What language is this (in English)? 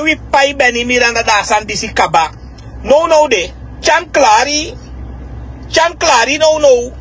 Sranan Tongo